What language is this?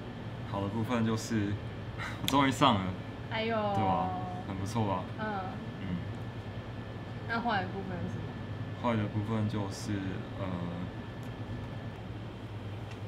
Chinese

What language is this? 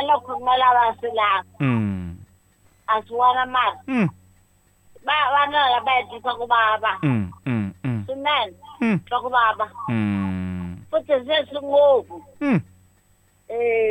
Tsonga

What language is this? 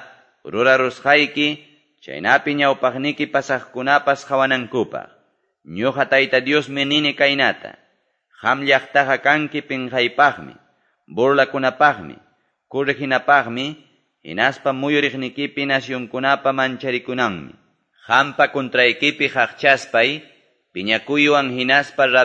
Quechua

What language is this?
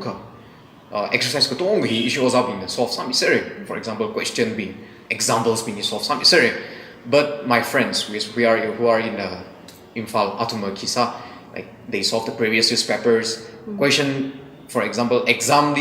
Tangkhul Naga (India)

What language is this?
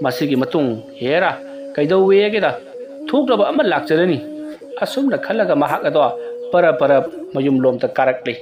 Manipuri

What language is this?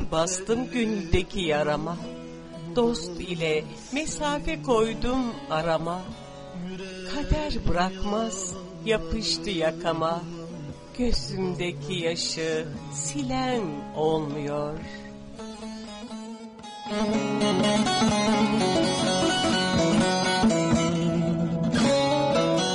Turkish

